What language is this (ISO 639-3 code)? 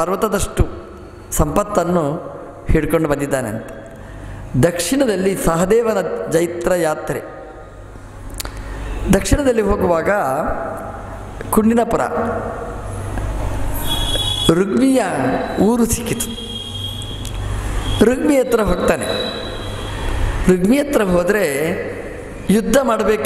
kan